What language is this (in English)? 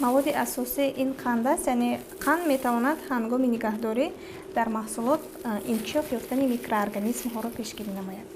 Tajik